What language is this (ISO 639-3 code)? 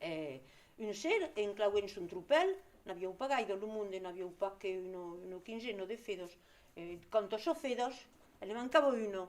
oci